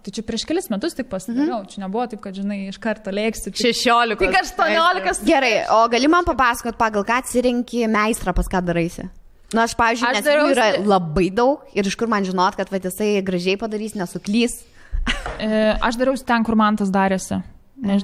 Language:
Lithuanian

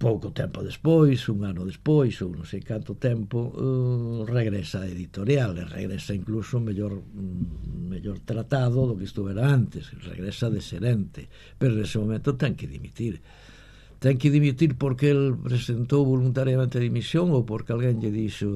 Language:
Galician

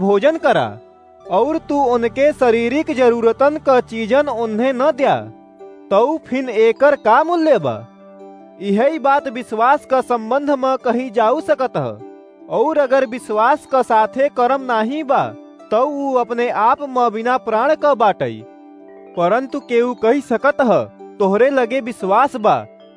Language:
Awadhi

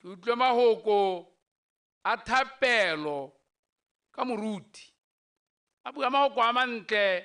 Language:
Tswana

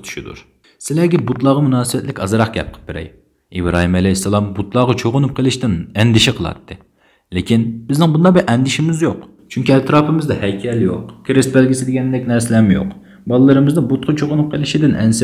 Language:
Uyghur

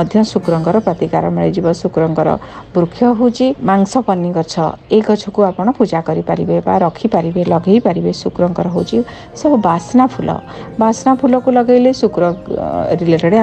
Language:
Odia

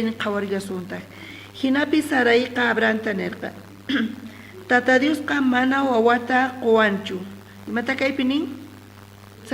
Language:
South Bolivian Quechua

